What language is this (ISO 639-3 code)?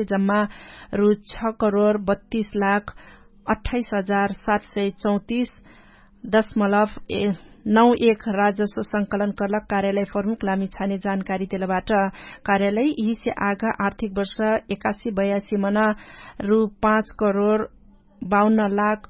thl